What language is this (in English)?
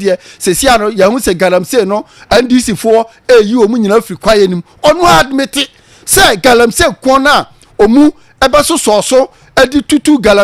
Akan